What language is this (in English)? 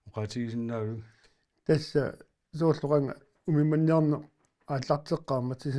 Kalaallisut